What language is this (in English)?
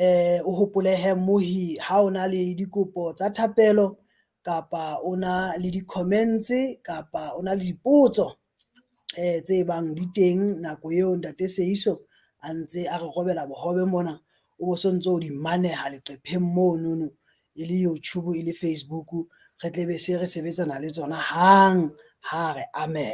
Southern Sotho